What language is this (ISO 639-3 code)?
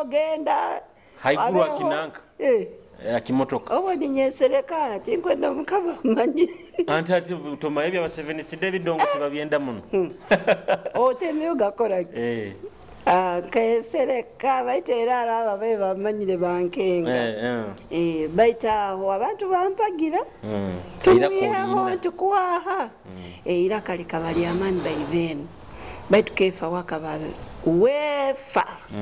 nyo